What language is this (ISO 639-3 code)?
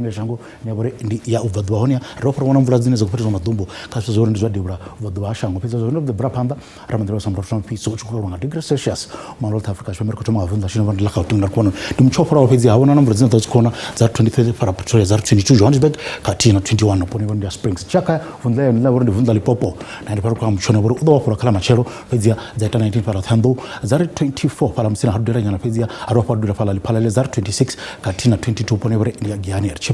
ven